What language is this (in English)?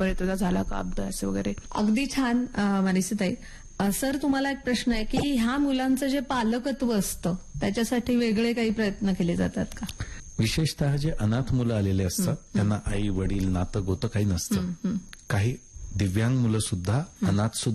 Marathi